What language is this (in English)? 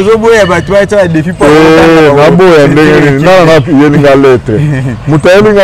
Lingala